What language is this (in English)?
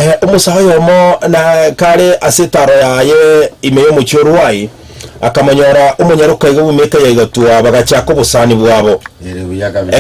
Gusii